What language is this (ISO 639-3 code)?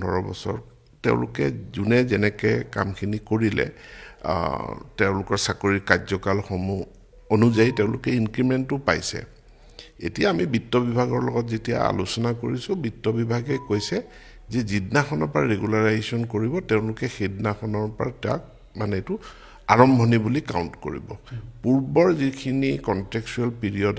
asm